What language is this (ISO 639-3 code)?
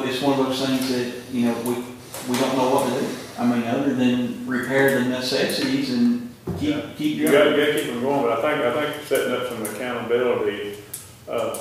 eng